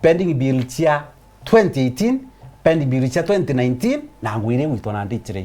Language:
Meru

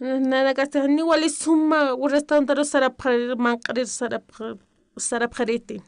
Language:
Aymara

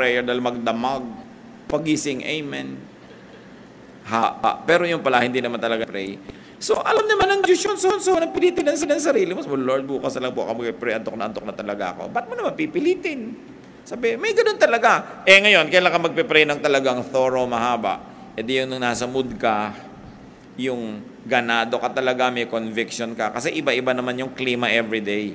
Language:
Filipino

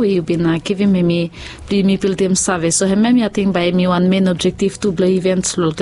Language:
Bislama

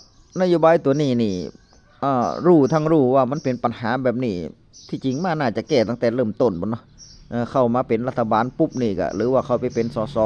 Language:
Northeastern Thai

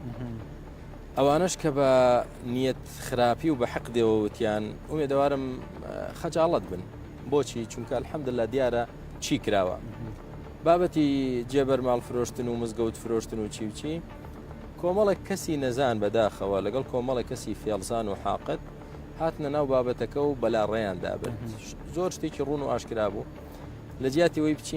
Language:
Central Kurdish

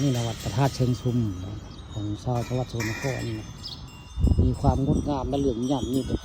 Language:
Northeastern Thai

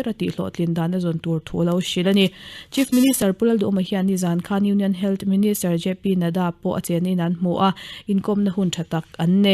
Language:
Mizo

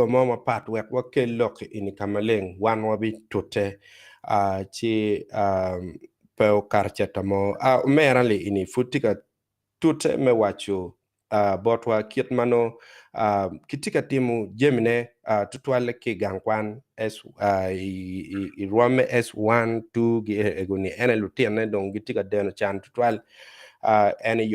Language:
Acoli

